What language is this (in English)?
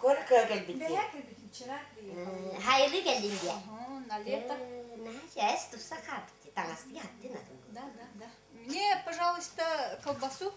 Yakut